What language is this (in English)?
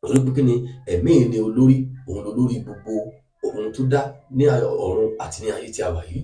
Yoruba